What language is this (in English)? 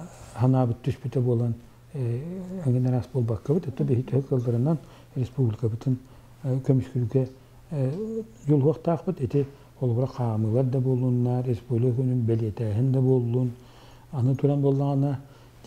Yakut